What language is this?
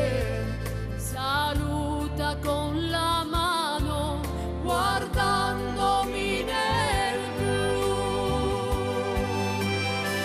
Italian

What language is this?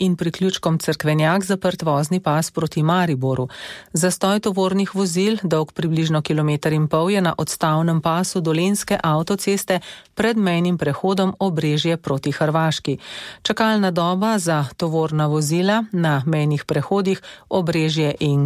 Slovenian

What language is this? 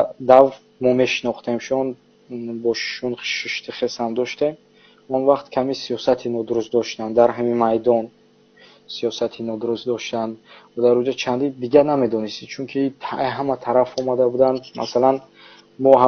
Tajik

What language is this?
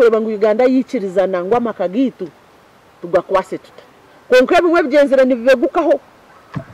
Nyankole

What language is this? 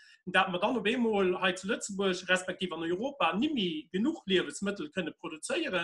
Luxembourgish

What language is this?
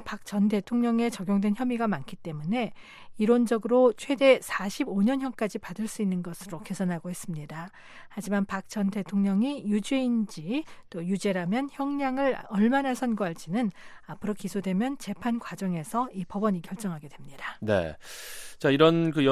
Korean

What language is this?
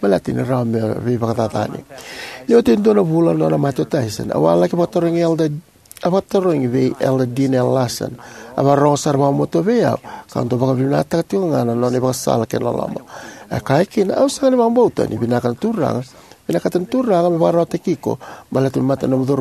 Fijian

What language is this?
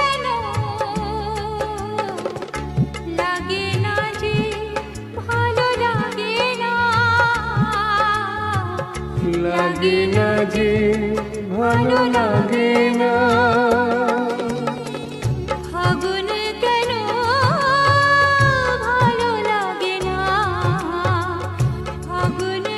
Bangla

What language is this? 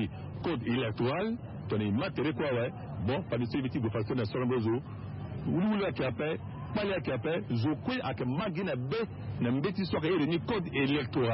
Sango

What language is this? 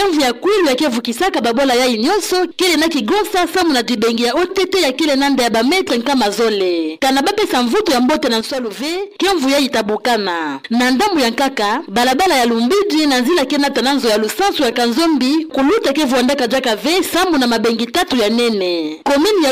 Kituba (Democratic Republic of Congo)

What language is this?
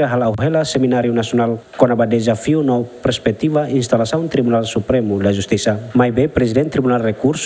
Tetum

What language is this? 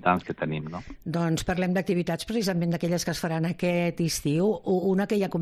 Catalan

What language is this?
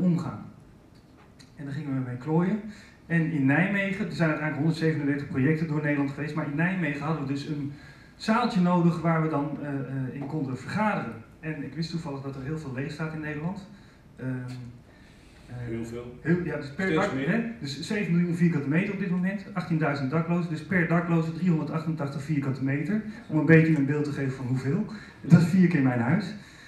Dutch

